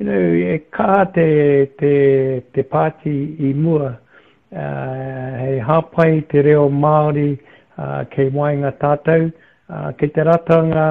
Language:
Māori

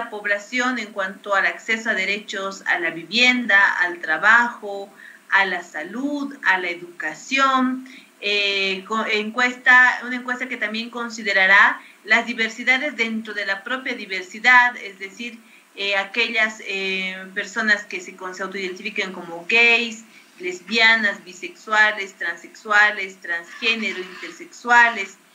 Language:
Spanish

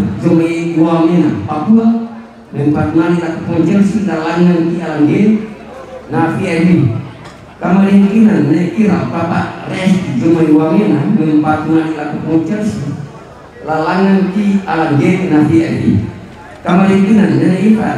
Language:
Toraja-Sa'dan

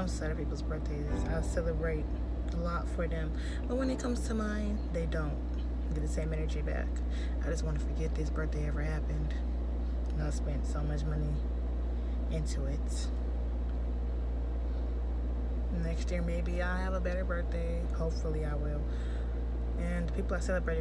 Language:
English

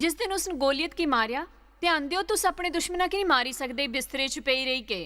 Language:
Dogri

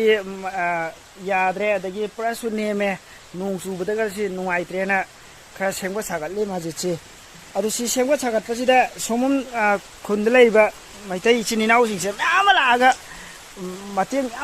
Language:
Manipuri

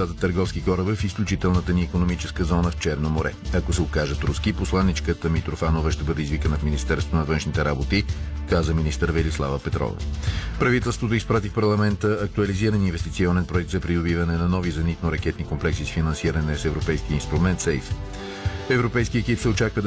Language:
Bulgarian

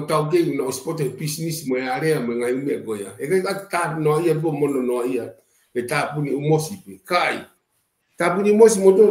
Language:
Tongan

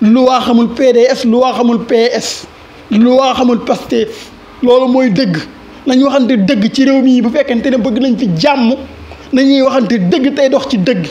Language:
Wolof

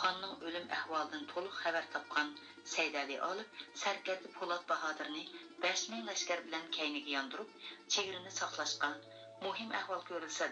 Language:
Uyghur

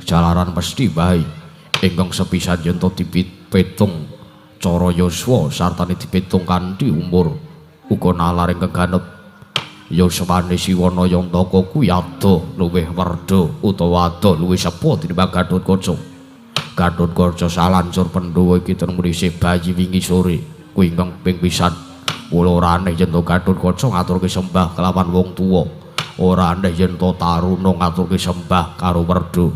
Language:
Javanese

